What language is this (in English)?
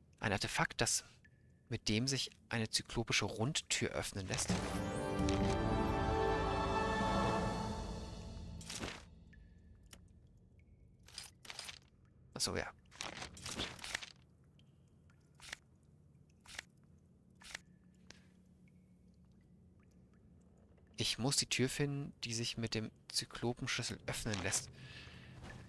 German